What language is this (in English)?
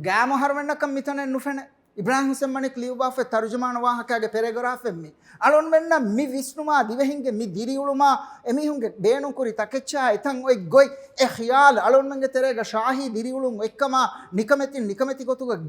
Divehi